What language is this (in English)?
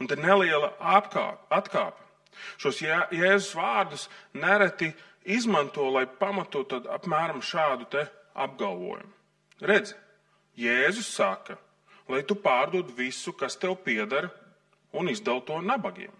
Latvian